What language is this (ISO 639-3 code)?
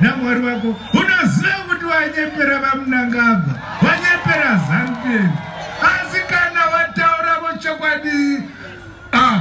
sna